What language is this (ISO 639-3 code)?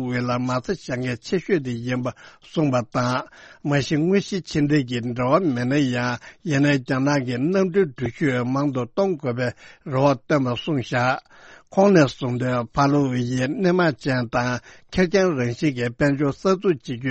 bod